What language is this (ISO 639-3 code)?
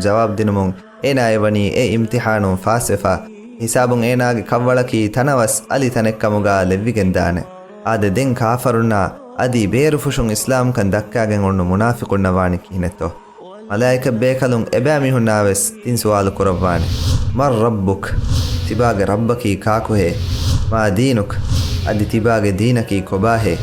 div